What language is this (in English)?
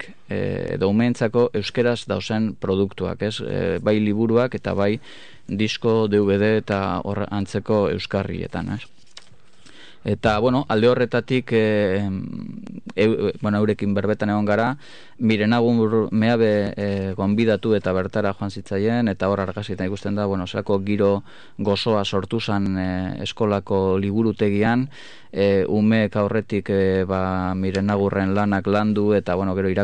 Basque